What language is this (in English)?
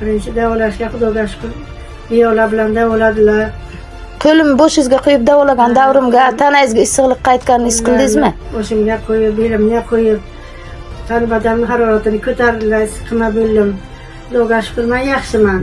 Uzbek